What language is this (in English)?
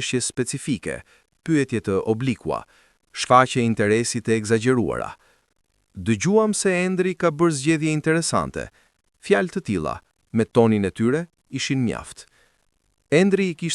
Albanian